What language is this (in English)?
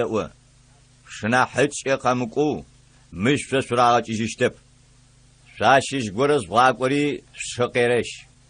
Adyghe